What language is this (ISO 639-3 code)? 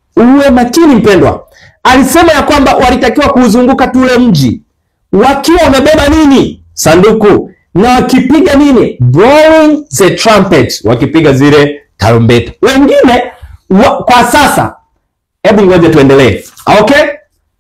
swa